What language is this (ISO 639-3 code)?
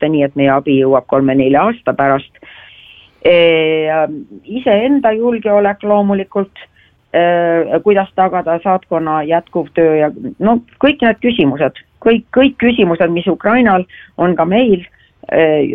est